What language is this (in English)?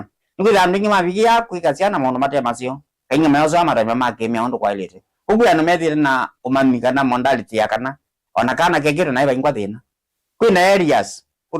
Kamba